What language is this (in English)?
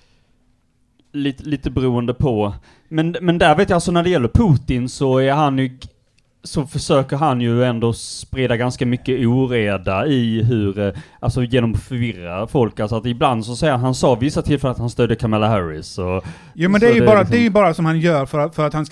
Swedish